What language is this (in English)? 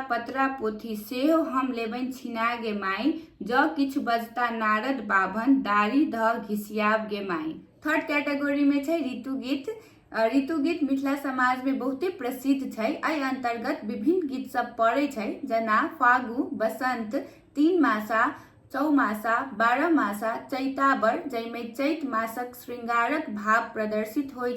Maithili